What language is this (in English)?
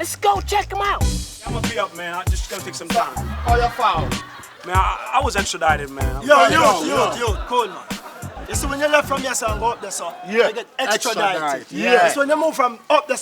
Jamaican Creole English